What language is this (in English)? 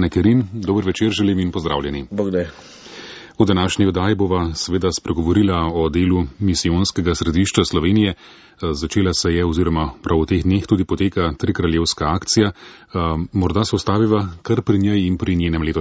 Slovenian